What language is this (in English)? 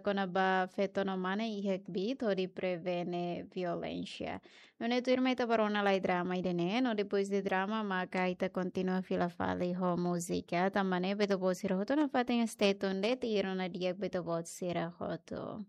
Tetum